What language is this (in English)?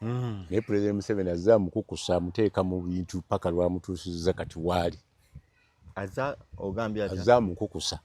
Ganda